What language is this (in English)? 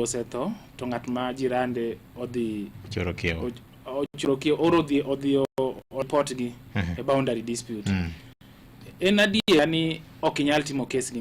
Luo (Kenya and Tanzania)